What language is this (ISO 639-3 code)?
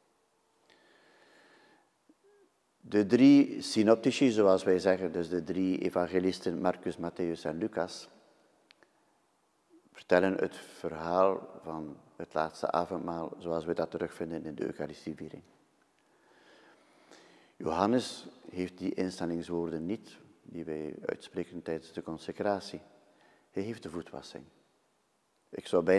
nld